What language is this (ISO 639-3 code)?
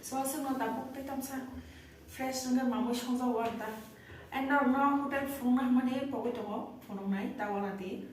trp